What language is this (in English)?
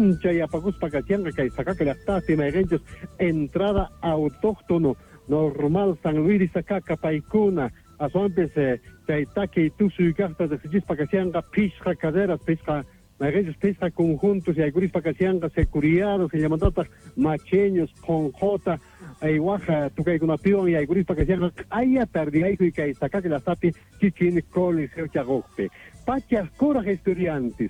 Quechua